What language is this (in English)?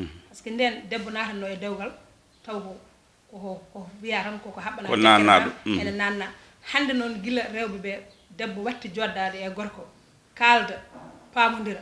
Fula